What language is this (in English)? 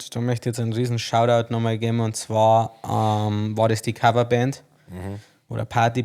Bavarian